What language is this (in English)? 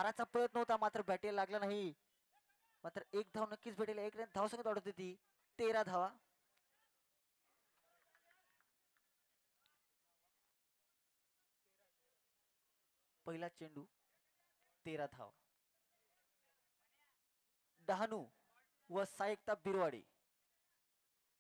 Marathi